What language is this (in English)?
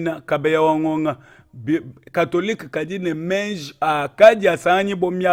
Luba-Lulua